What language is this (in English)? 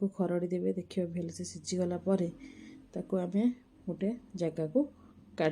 Odia